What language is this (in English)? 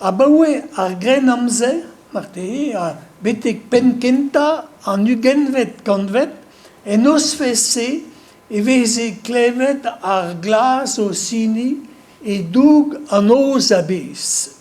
Breton